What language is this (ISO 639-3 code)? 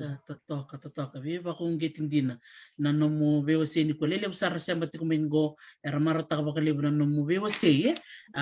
fij